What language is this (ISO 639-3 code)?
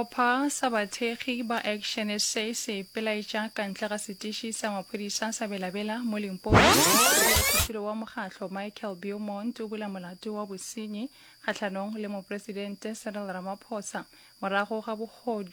nso